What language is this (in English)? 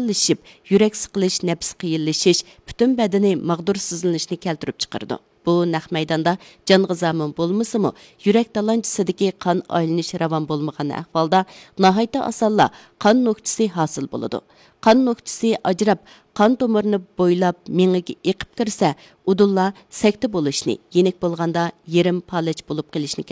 Uyghur